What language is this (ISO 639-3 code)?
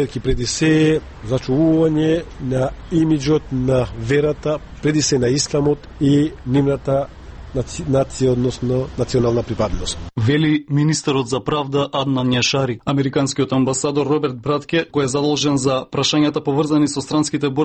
mkd